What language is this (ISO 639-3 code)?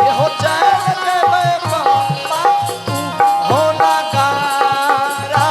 anp